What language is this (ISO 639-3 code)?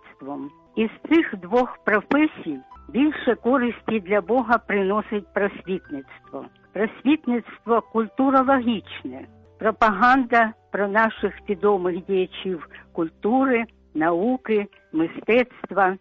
ukr